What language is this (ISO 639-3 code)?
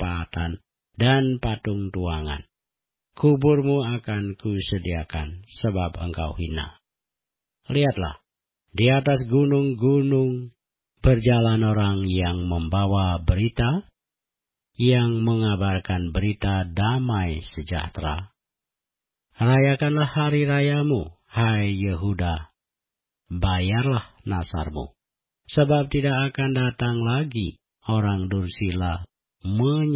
ind